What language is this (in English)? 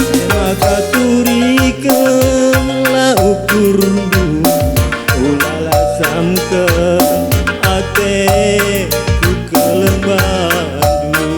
Batak Karo